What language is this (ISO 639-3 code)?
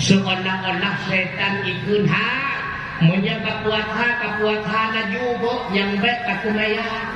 ace